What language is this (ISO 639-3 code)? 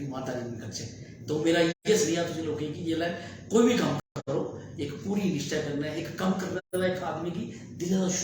doi